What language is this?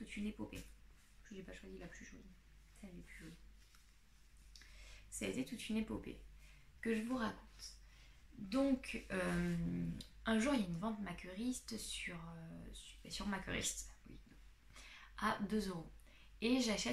French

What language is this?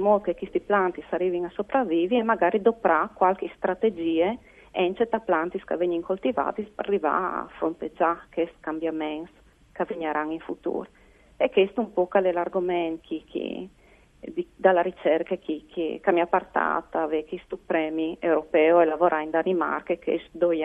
Friulian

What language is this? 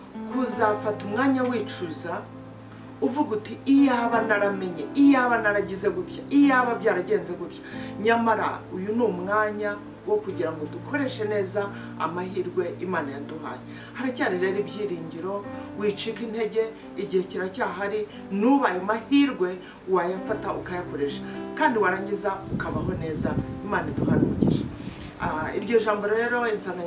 Kinyarwanda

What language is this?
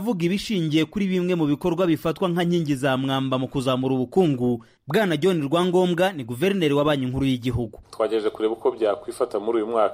Kinyarwanda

